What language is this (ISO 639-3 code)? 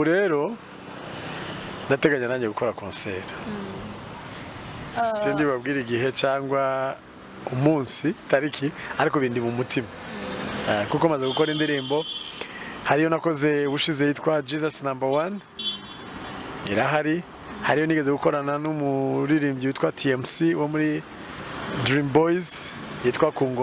kin